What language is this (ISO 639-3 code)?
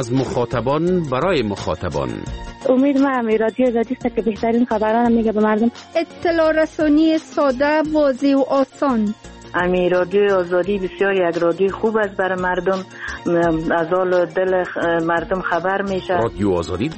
fas